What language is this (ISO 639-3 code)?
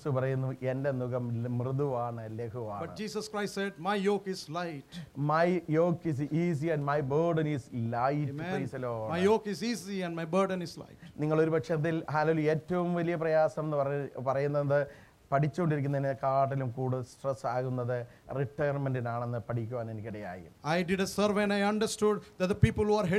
mal